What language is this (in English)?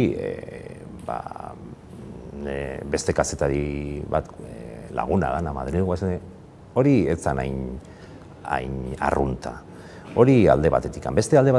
Basque